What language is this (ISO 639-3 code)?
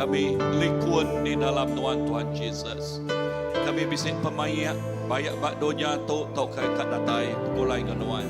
iba